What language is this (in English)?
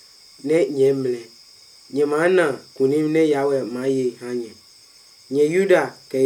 Adangme